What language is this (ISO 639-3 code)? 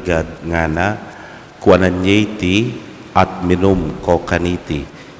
pam